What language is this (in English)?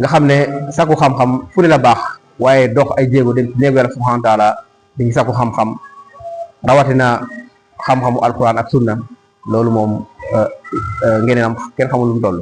Wolof